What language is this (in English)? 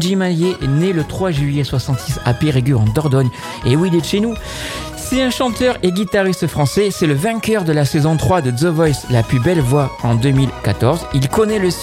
French